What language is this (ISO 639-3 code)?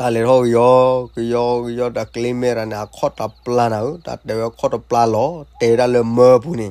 ksw